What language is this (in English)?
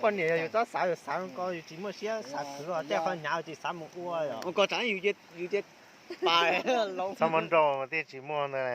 Hmong